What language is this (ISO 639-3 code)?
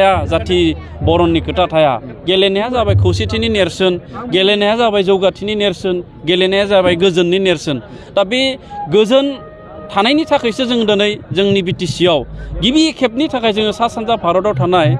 brx